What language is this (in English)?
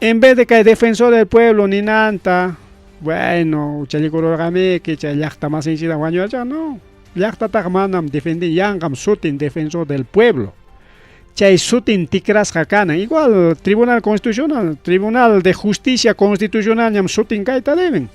Ayacucho Quechua